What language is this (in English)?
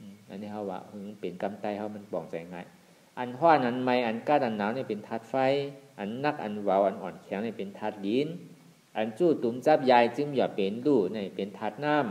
Shan